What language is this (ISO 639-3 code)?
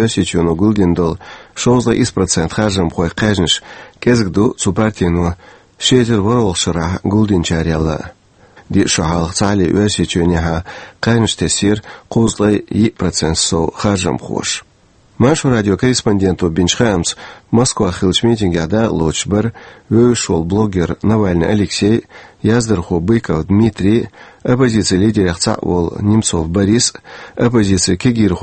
che